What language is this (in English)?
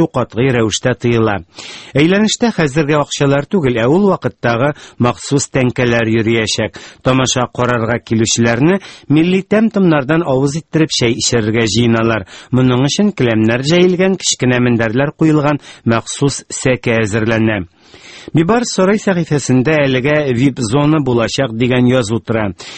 Tatar